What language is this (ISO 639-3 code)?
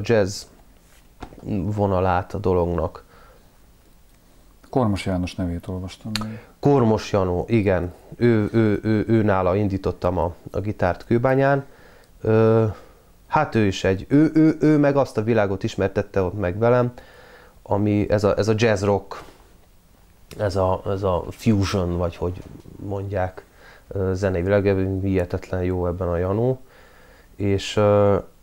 hun